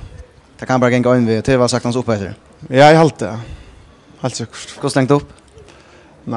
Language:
Faroese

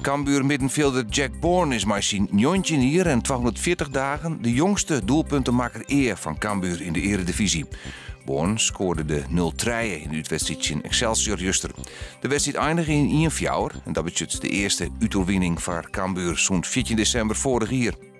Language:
Western Frisian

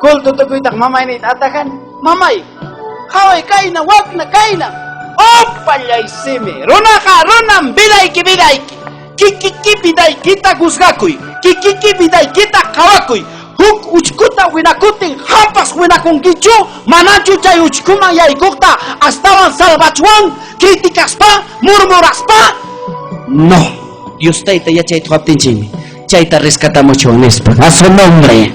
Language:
Ayacucho Quechua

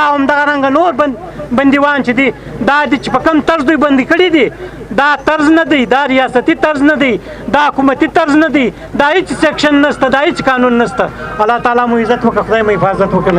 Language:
Pashto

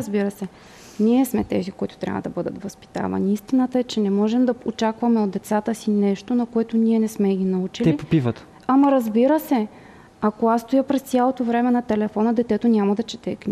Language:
Bulgarian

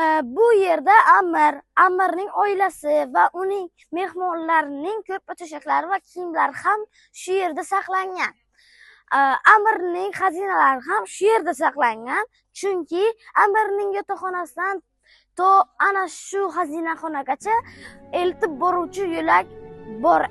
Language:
Uzbek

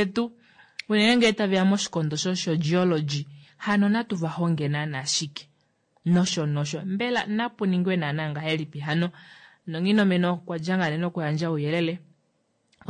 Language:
Kuanyama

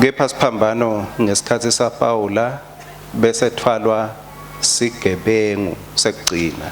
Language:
Swati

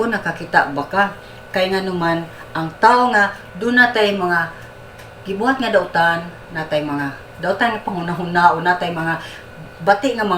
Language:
Cebuano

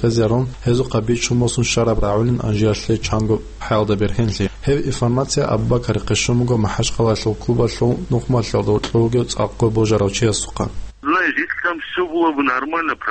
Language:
Avaric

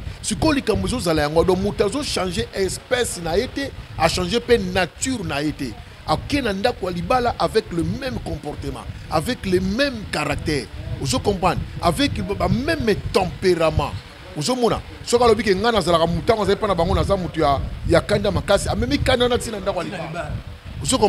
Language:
Lingala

